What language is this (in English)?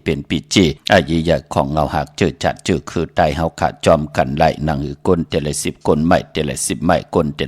Shan